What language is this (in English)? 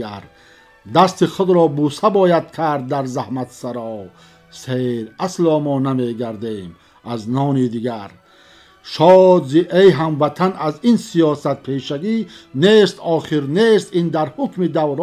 Tajik